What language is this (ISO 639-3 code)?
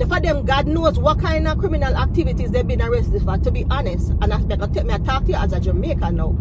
jam